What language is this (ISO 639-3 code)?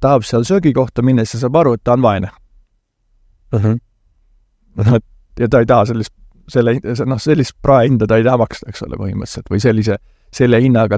est